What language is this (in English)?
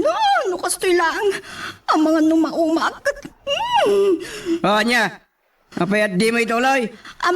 Iloko